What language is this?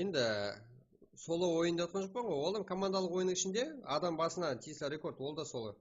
Kara-Kalpak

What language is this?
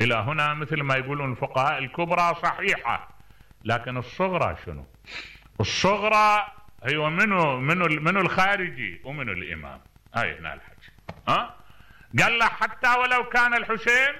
Mesopotamian Arabic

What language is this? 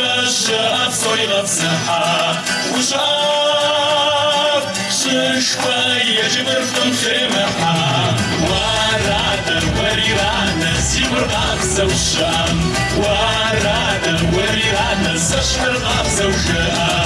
Kabardian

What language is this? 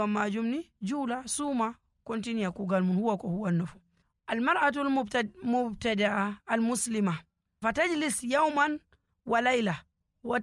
Nigerian Fulfulde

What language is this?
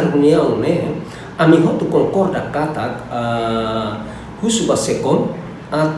Tetum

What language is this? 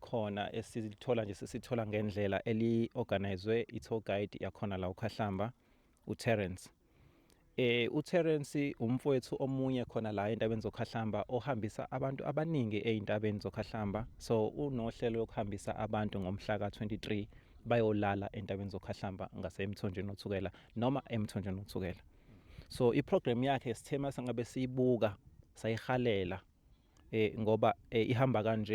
Zulu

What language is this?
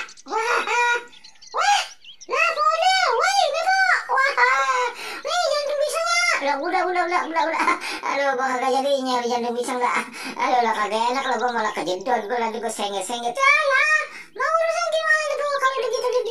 Betawi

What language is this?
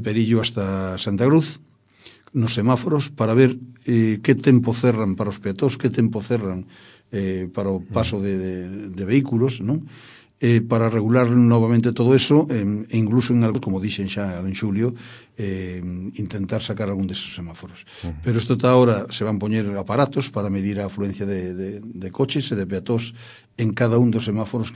Galician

